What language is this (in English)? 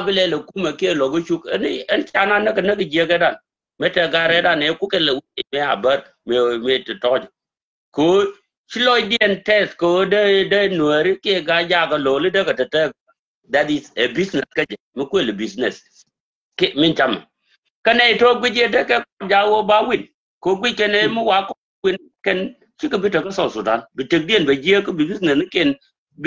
Nuer